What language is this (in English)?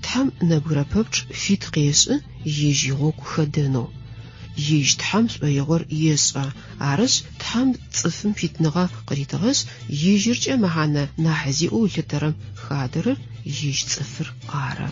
Adyghe